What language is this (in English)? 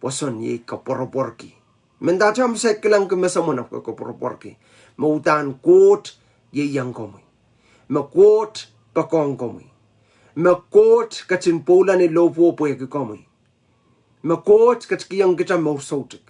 Pohnpeian